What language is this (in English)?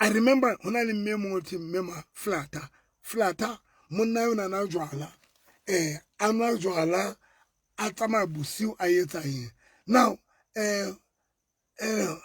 Southern Sotho